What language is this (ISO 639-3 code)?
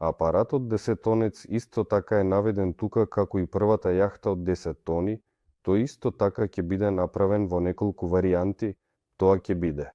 mkd